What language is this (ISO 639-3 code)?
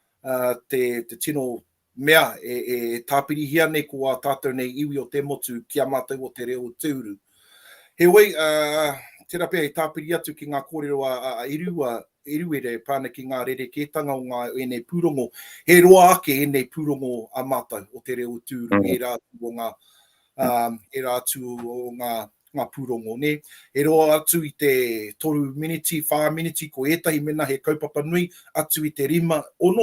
mri